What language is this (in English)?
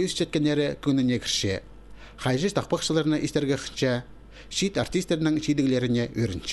Khakas